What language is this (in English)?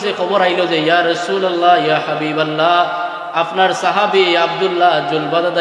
Sylheti